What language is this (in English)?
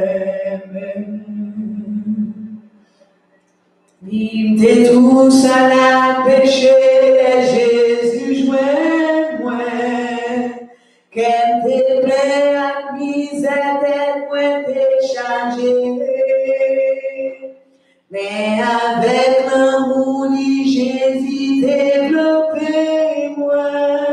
French